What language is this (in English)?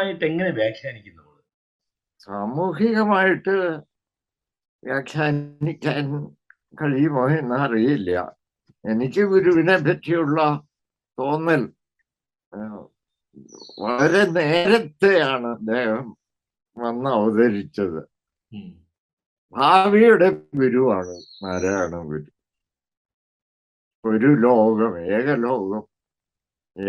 Malayalam